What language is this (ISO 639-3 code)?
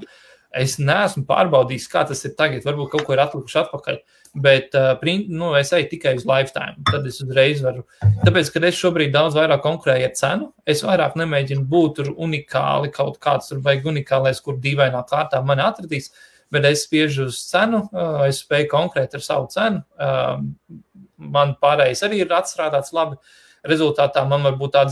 lav